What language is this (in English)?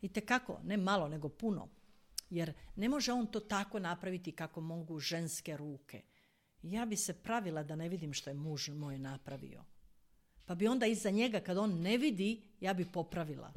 Croatian